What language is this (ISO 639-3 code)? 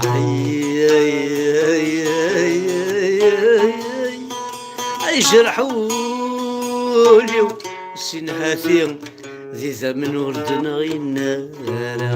kab